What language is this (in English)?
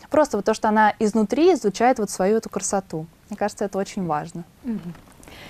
Russian